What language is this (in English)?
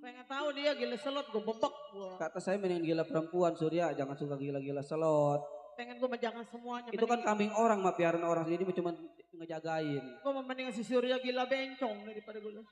Betawi